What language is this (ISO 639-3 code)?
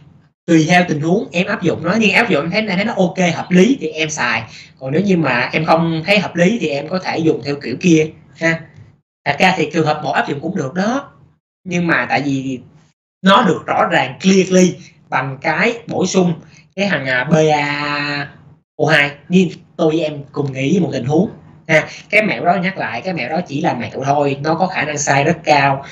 vie